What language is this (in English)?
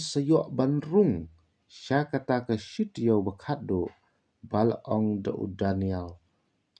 Khasi